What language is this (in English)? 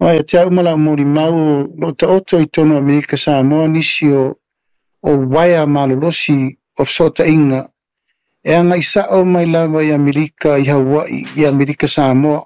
Samoan